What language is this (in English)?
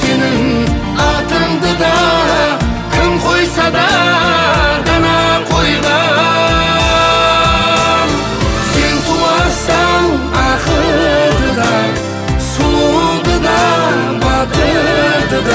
Kara-Kalpak